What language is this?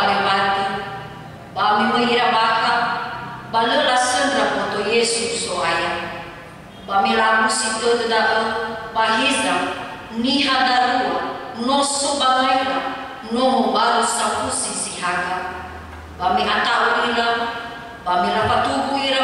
Nias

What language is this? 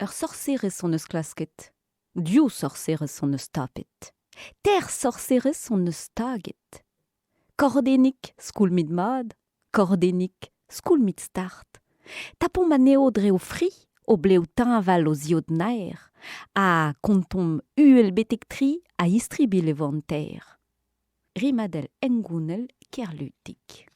Breton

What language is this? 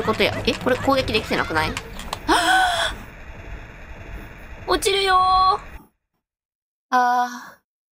Japanese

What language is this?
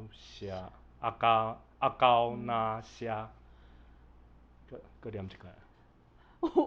Min Nan Chinese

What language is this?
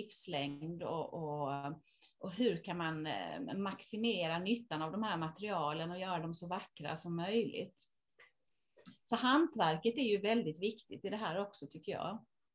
Swedish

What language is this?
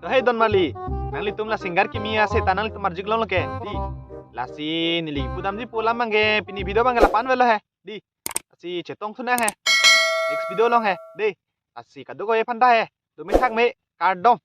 Karbi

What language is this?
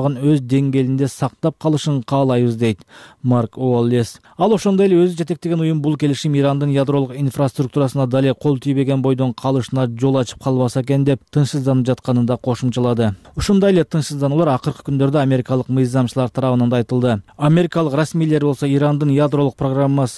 Kyrgyz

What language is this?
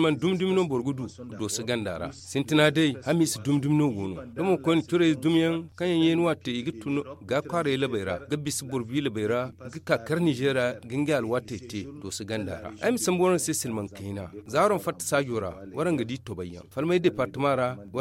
Zarma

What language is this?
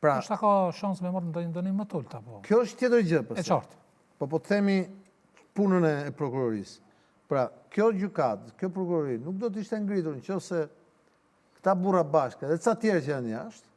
Albanian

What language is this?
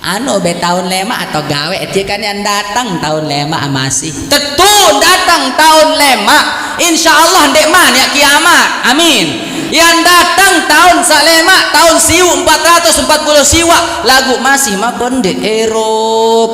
Sasak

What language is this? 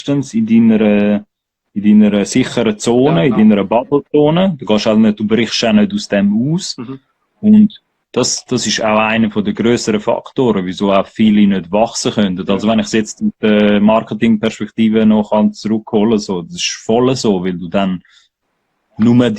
Swiss German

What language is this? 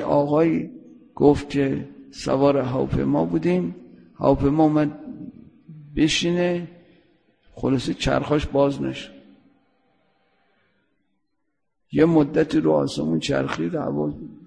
Persian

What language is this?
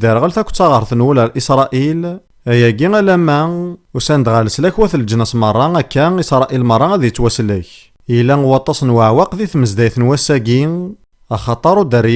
Kabyle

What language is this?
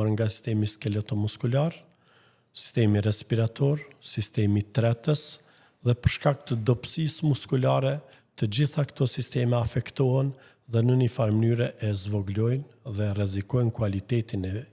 Albanian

